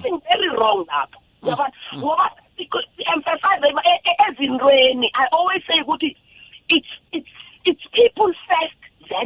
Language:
South Ndebele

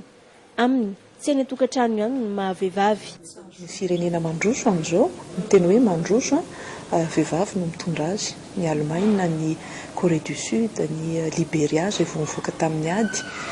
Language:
Malagasy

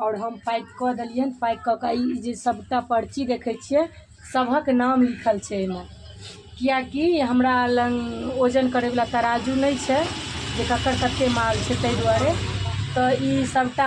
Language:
Maithili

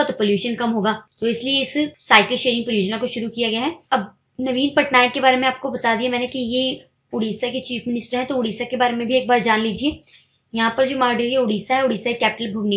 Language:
Hindi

